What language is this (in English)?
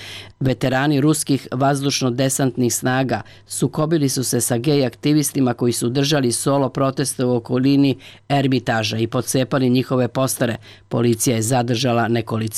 Serbian